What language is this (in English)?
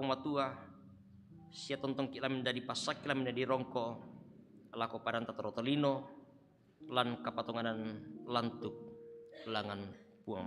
Toraja-Sa'dan